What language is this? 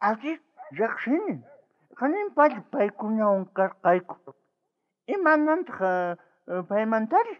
South Bolivian Quechua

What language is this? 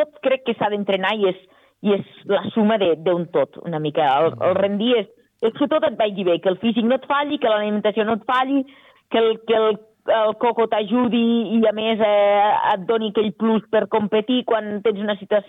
Catalan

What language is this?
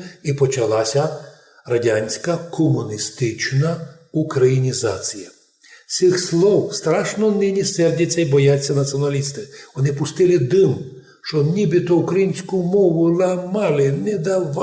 Rusyn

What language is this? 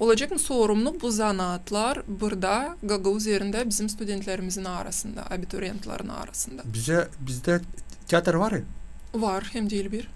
Gagauz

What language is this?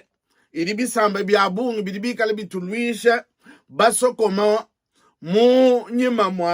Luba-Lulua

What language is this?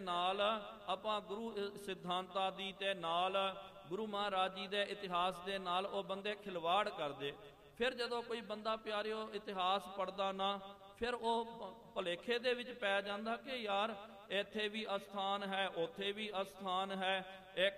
Punjabi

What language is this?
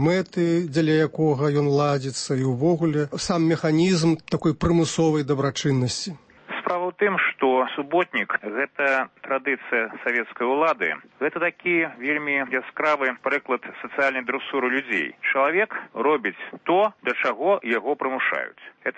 Belarusian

